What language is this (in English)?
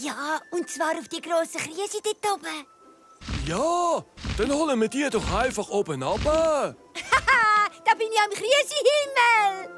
Swiss German